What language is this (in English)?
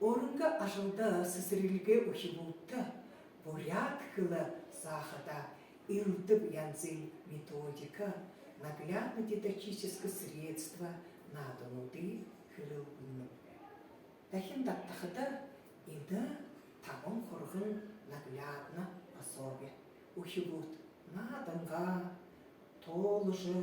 Buriat